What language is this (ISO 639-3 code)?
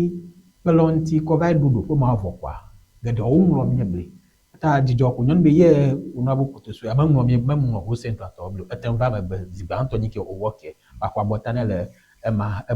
ewe